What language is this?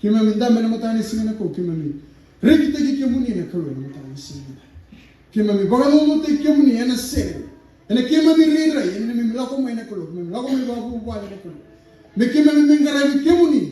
Fijian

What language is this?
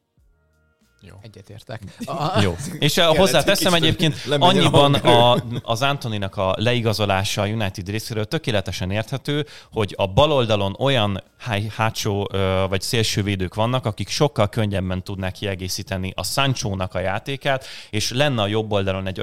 Hungarian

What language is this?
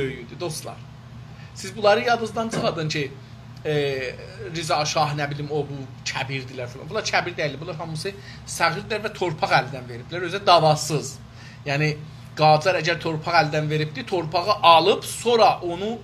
South Azerbaijani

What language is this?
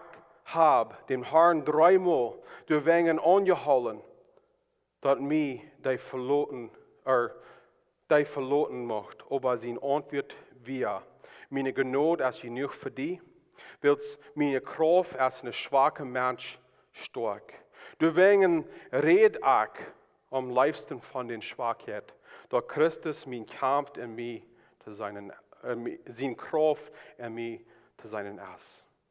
Plautdietsch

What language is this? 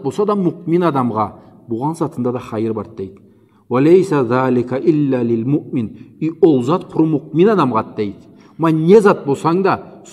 Karachay-Balkar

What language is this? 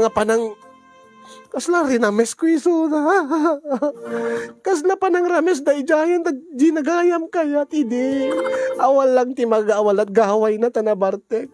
Iloko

